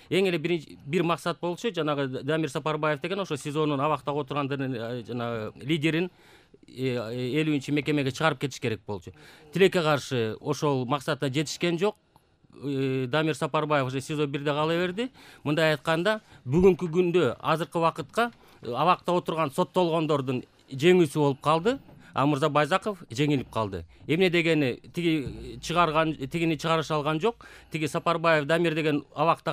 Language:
Kyrgyz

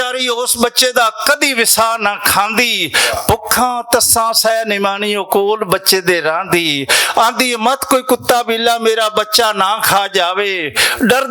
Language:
Western Panjabi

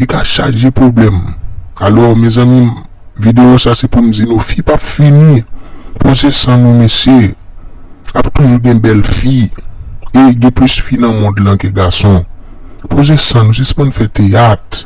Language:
Haitian Creole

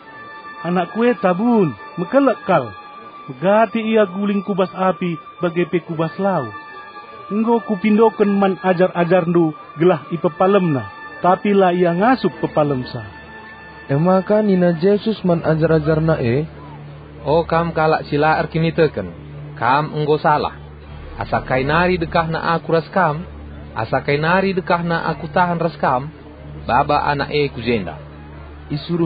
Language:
Batak Karo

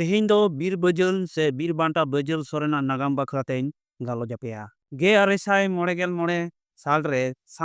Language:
Santali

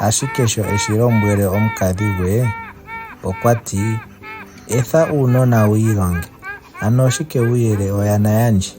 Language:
Ndonga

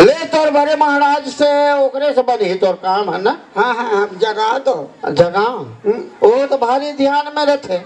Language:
Chhattisgarhi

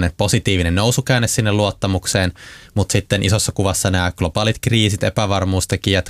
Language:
Finnish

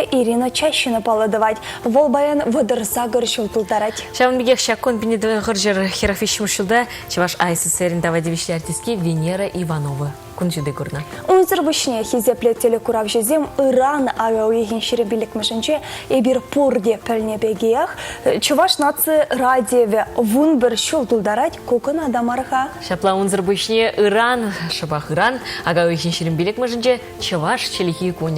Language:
Chuvash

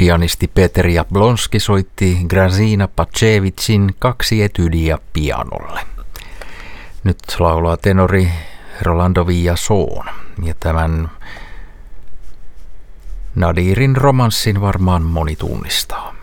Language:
Finnish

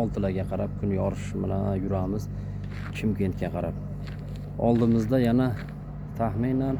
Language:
Uzbek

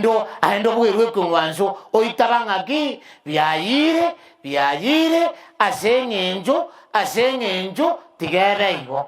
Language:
Gusii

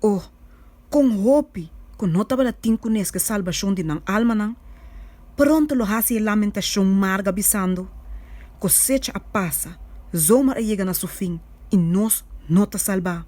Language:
Papiamento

